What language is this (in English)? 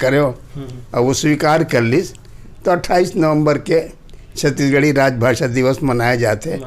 Chhattisgarhi